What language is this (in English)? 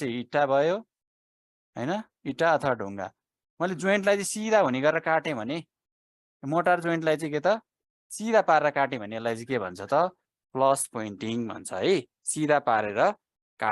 Nepali